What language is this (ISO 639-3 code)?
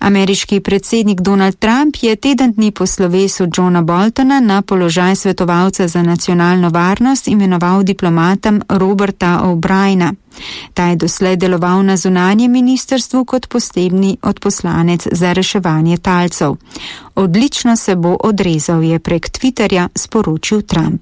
slv